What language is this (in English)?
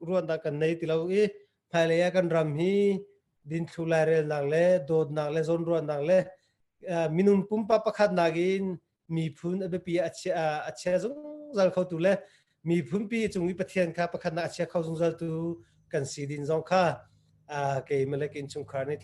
Hakha Chin